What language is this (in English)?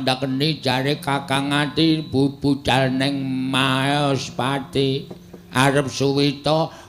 Javanese